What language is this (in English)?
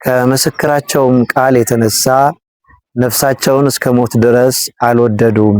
Amharic